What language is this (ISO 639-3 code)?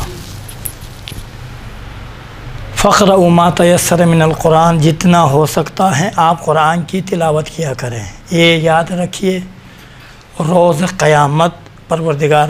urd